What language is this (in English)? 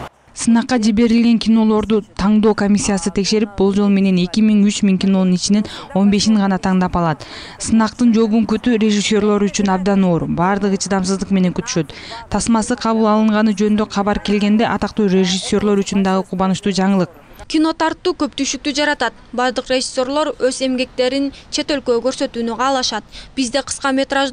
Kyrgyz